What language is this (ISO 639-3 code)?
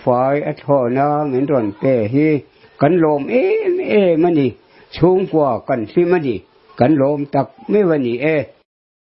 lus